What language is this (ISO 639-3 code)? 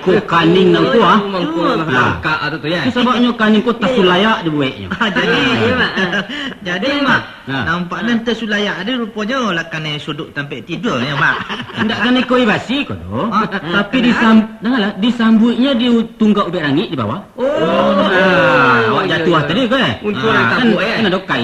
min